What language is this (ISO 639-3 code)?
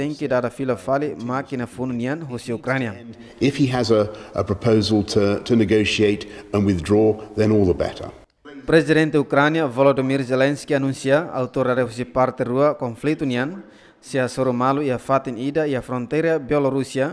tet